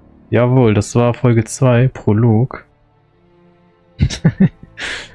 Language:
German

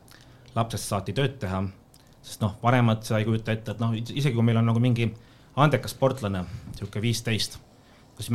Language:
Estonian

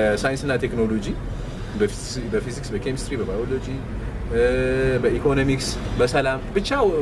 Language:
Amharic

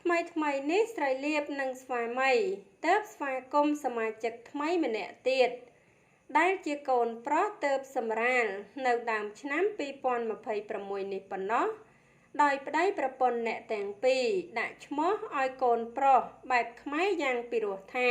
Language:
Khmer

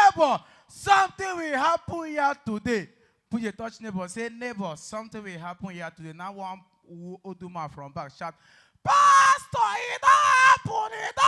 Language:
Nigerian Pidgin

